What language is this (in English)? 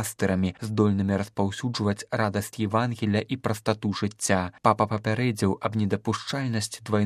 Belarusian